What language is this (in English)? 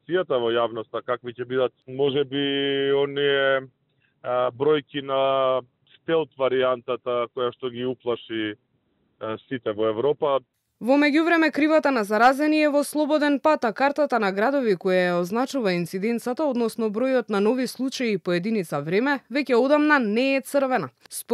Macedonian